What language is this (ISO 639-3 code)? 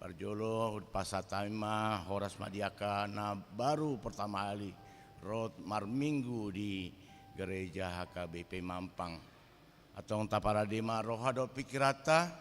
bbc